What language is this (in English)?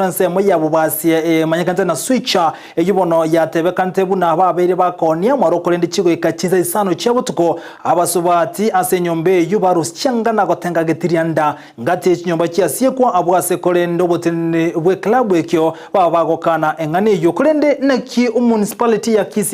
Gusii